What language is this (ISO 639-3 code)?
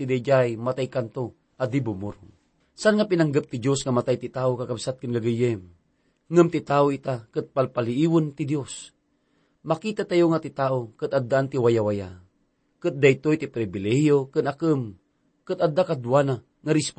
ilo